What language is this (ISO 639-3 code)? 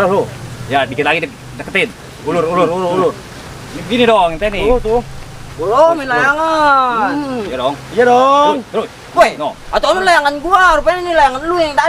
bew